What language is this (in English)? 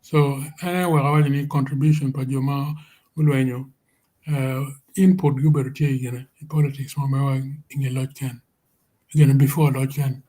Acoli